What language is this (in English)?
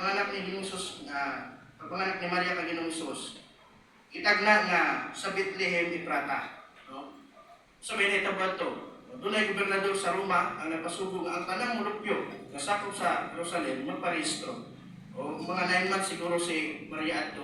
Cebuano